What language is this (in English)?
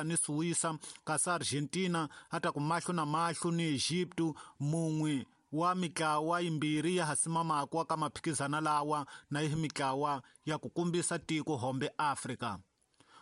Tsonga